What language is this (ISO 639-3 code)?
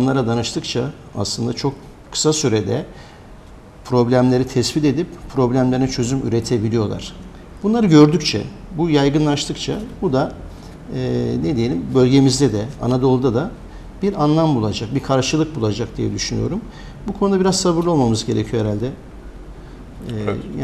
tur